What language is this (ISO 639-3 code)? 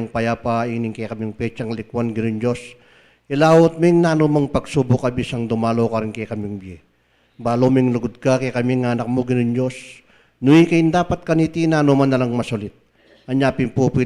pam